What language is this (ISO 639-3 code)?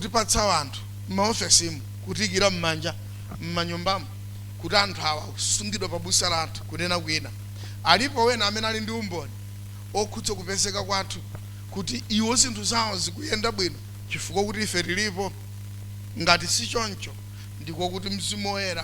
nya